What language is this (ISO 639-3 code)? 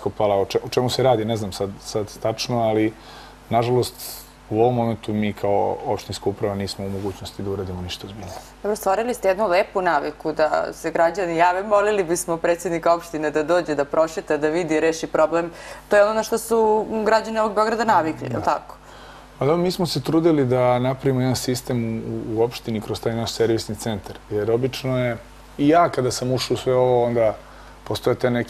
srp